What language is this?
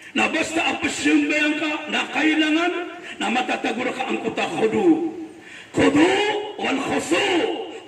Maranao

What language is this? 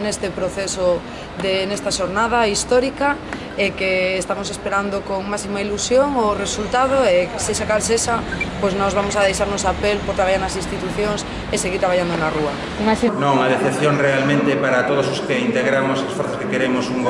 Galician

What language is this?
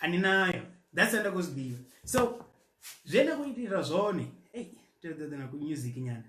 Venda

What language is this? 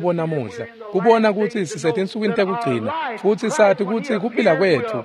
Swati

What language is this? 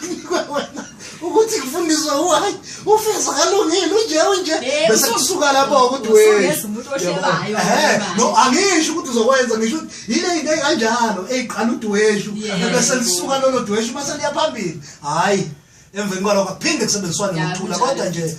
Zulu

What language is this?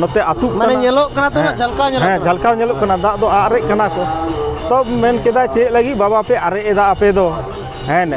Santali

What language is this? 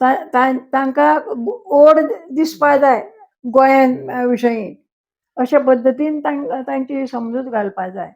Konkani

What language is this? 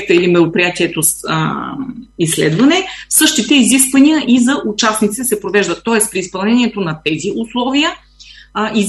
Bulgarian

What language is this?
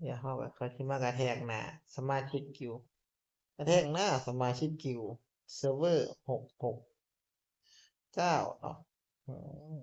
Northeastern Thai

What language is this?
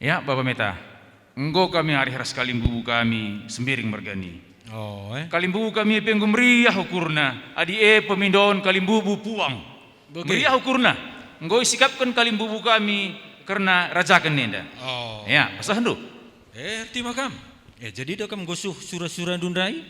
Batak Karo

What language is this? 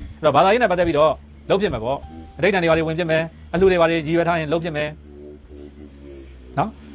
Burmese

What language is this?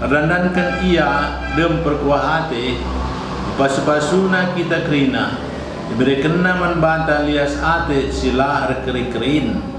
Batak Karo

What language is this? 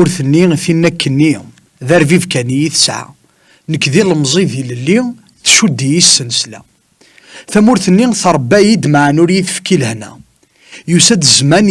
Kabyle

